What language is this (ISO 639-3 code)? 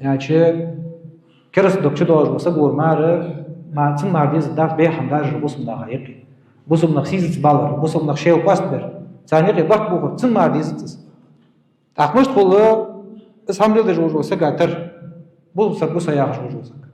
inh